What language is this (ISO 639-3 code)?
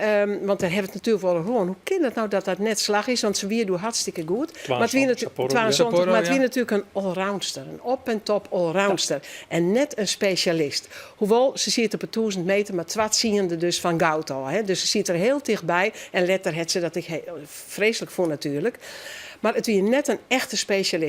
fry